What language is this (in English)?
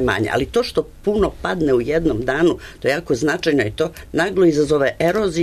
Serbian